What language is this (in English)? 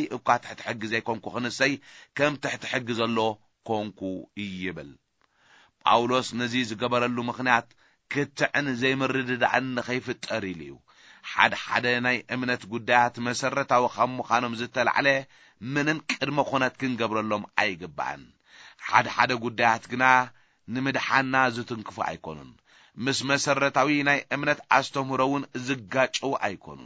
Tigrinya